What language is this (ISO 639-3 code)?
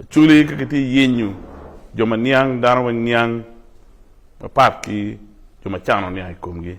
ach